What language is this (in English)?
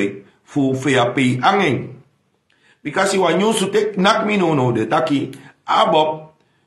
Sranan Tongo